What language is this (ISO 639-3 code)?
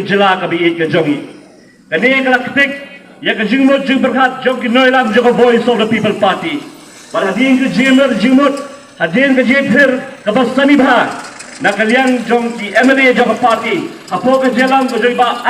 kha